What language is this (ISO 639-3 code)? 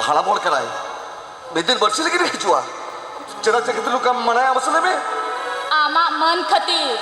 sat